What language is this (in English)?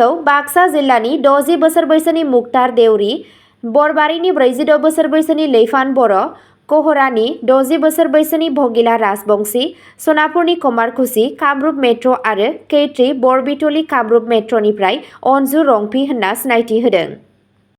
Bodo